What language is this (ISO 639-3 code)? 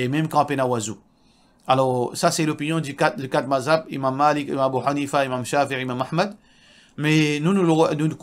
mfe